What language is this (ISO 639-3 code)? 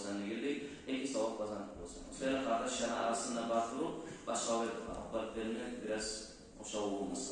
kum